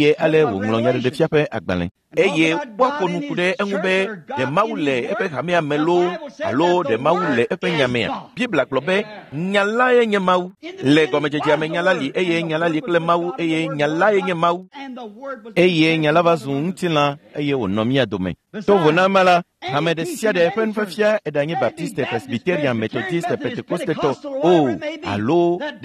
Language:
Ewe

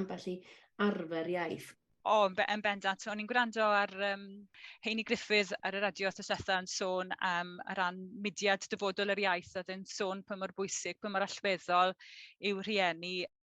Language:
Welsh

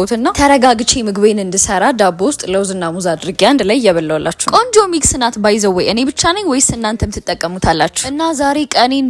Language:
Amharic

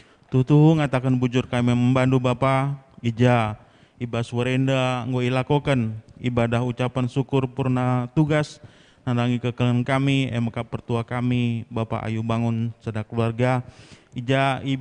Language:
Batak Karo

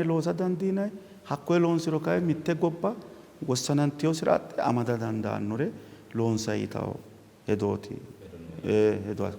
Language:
Sidamo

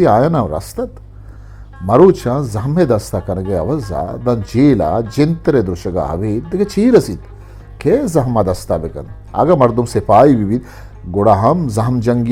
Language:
Eastern Balochi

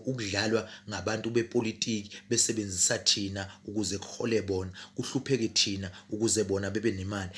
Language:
Zulu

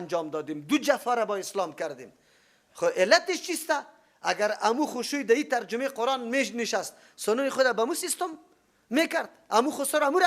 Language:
Persian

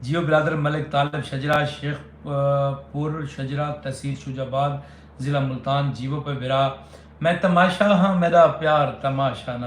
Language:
Saraiki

